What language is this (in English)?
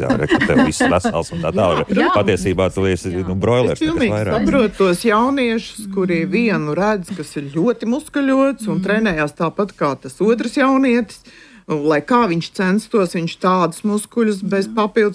Latvian